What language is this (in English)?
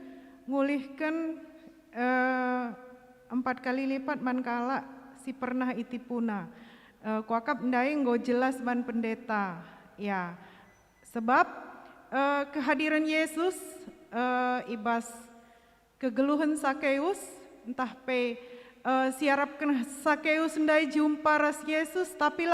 Batak Karo